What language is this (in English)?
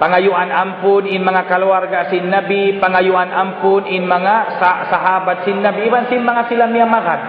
Tausug